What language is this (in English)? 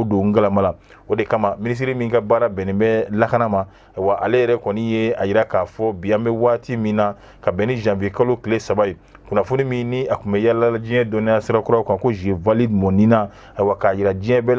Bambara